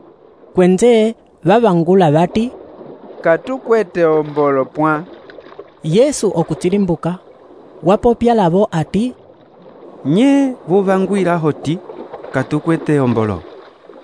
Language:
Umbundu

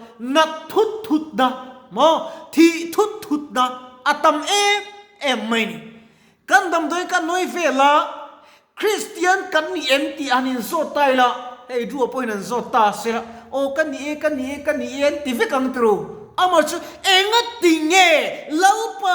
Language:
Mizo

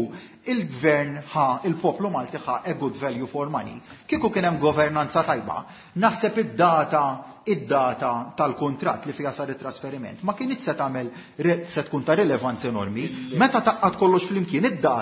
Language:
Maltese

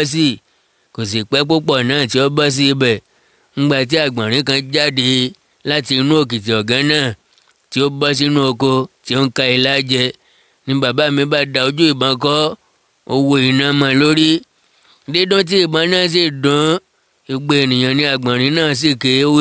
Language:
Yoruba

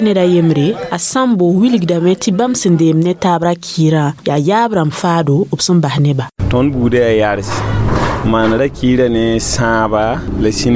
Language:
Mossi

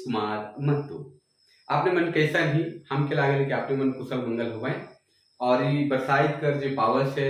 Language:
Sadri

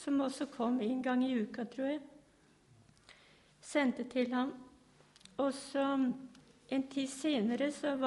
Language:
Danish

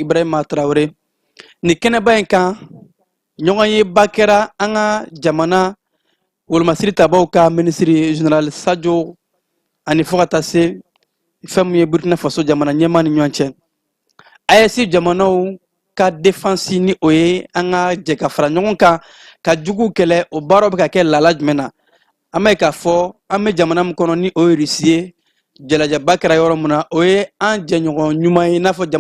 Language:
Bambara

